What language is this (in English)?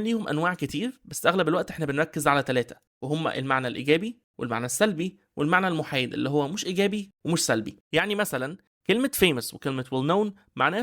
Egyptian Arabic